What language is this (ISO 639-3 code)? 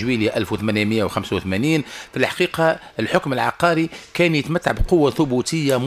aeb